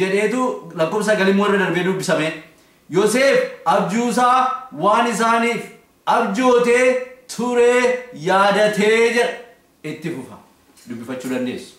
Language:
Oromo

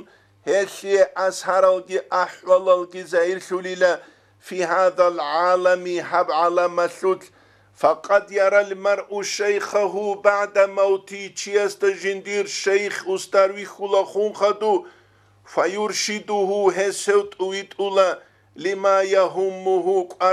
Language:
Avaric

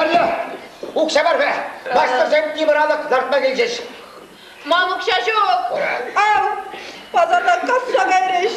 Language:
Chuvash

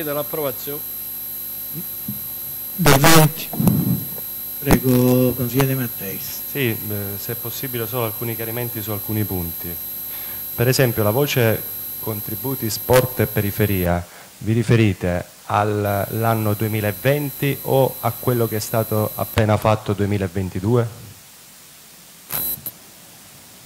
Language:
Italian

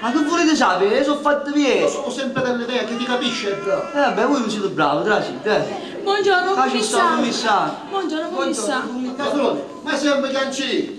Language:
Neapolitan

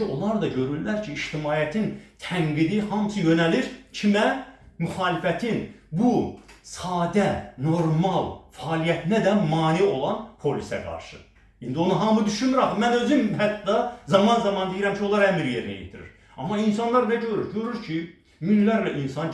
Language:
Azerbaijani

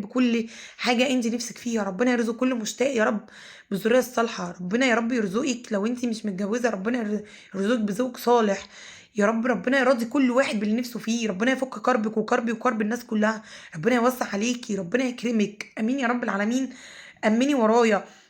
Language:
Egyptian Arabic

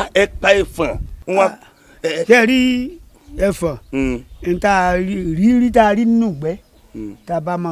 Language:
Yoruba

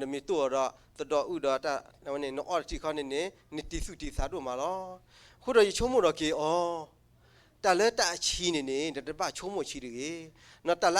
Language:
S'gaw Karen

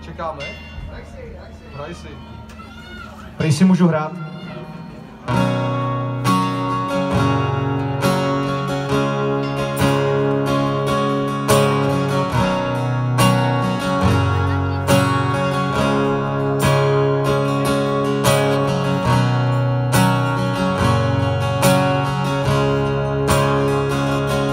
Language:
Czech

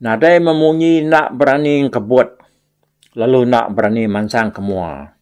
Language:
Iban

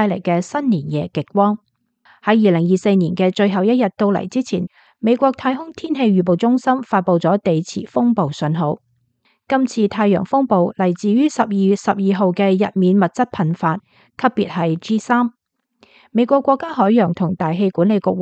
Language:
Cantonese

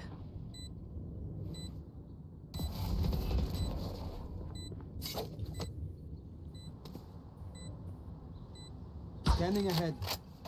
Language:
Finnish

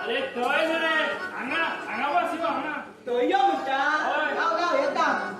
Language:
Konkani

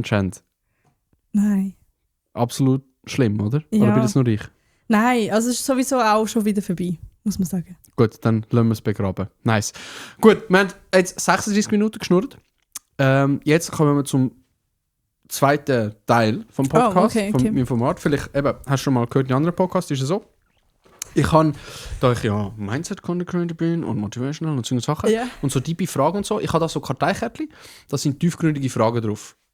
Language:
Swiss German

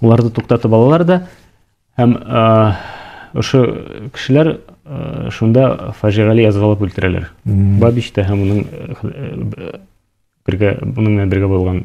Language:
Bashkir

